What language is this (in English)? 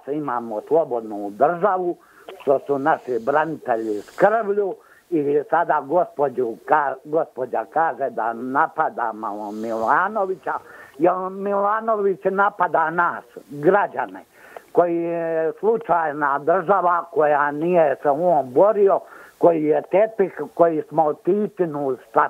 Croatian